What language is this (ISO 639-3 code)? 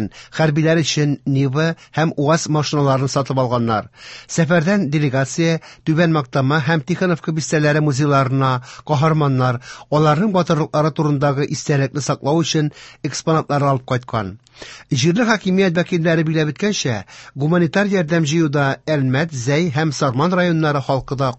tat